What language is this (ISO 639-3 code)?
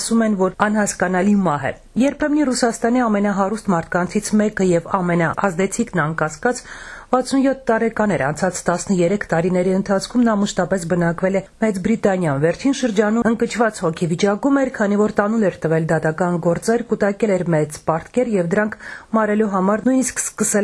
hye